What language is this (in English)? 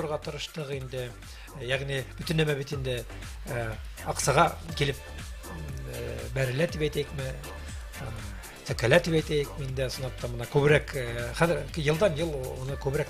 Bashkir